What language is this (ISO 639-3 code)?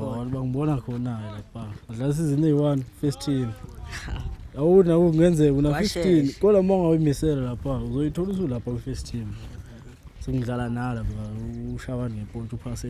zul